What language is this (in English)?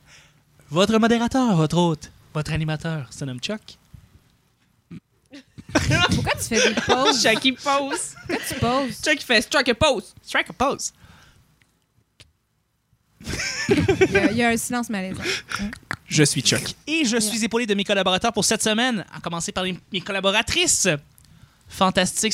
French